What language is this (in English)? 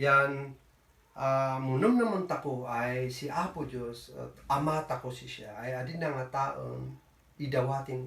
Kankanaey